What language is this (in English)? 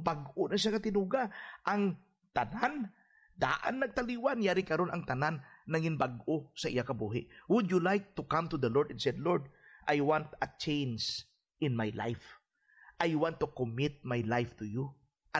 Hiligaynon